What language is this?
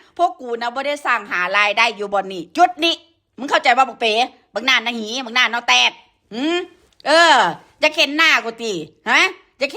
Northeastern Thai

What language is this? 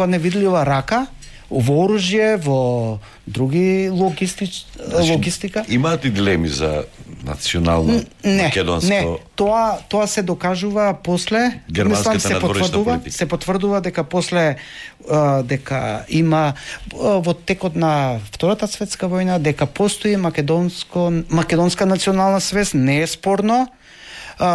Macedonian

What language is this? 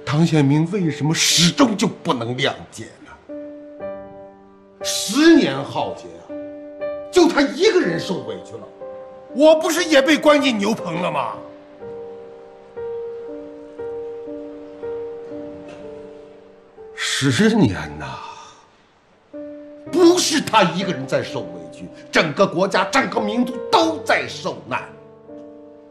Chinese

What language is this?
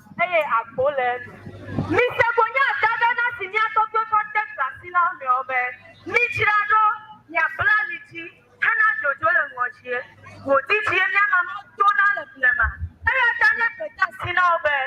Ewe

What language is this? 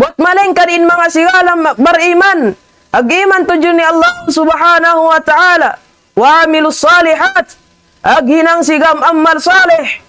Tausug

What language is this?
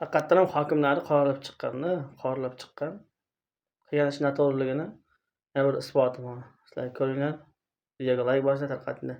Uzbek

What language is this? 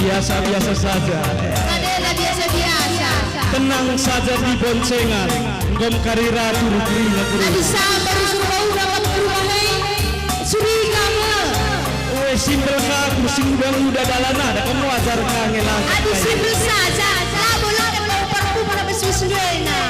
Batak Karo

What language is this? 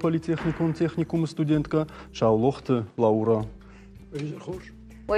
Ossetic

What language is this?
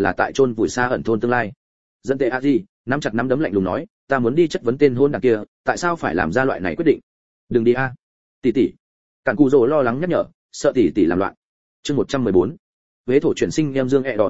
Vietnamese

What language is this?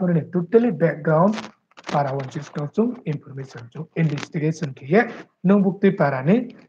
Riang (India)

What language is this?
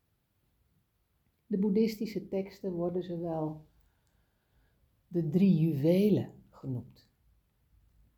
Dutch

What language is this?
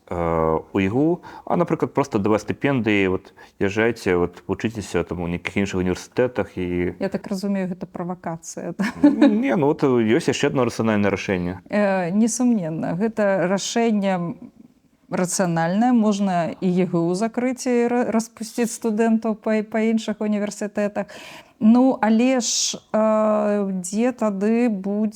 Belarusian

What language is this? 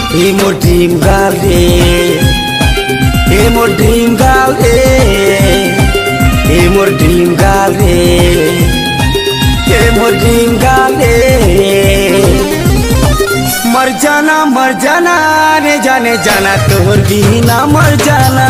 Sambalpuri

